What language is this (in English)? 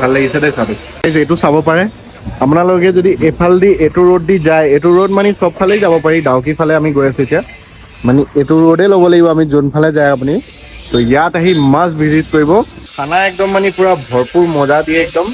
Assamese